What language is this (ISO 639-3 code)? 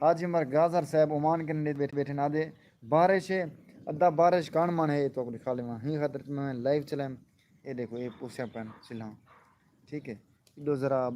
skr